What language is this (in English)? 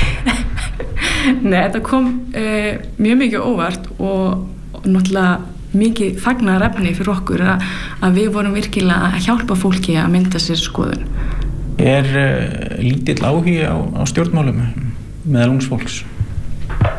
Icelandic